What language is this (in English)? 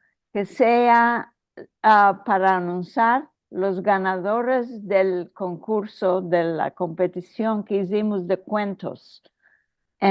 Ladino